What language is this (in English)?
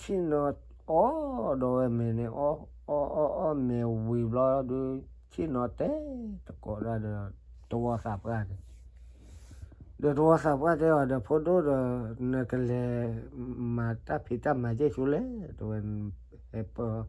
S'gaw Karen